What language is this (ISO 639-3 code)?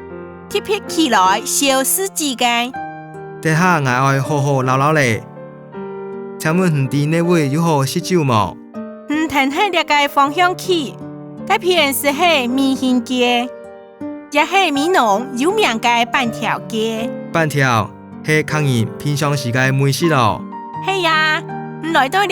hak